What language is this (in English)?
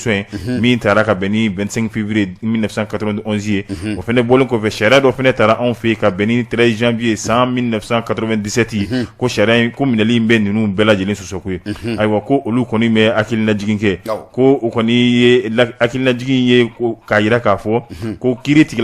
Bambara